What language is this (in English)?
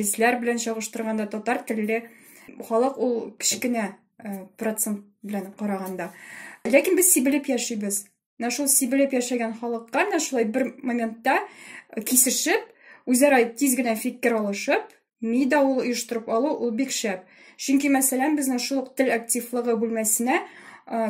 Tatar